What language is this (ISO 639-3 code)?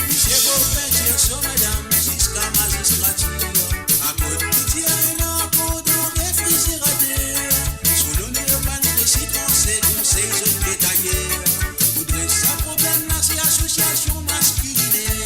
mfe